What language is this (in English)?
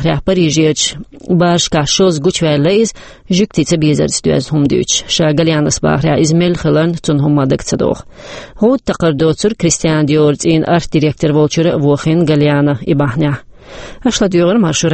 Chechen